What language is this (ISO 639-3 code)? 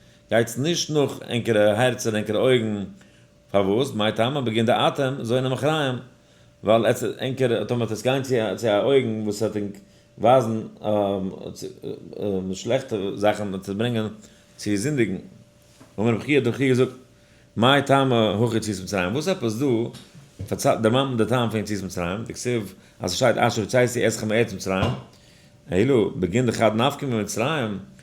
yid